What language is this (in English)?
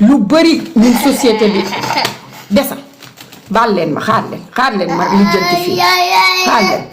Wolof